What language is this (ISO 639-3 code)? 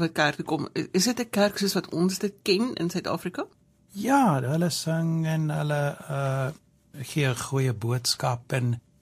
afr